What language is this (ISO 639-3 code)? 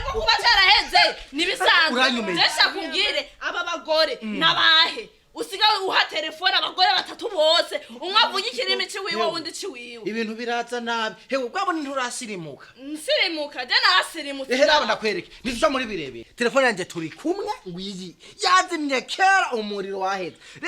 run